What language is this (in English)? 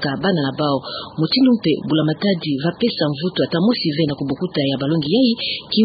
Kituba (Democratic Republic of Congo)